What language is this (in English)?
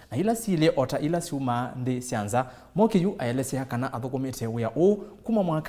Kamba